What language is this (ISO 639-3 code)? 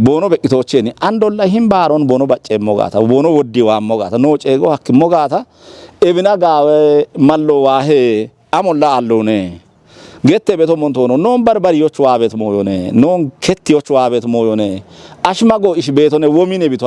kbr